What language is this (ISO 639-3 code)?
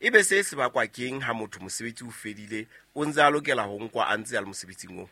sot